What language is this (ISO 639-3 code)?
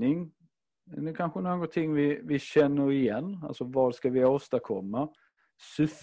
swe